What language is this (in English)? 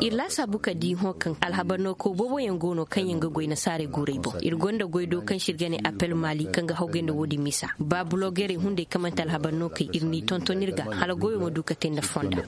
Zarma